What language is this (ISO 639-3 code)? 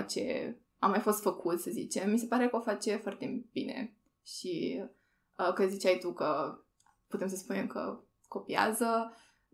ron